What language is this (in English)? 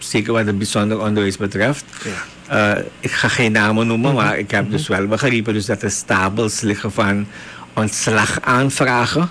Dutch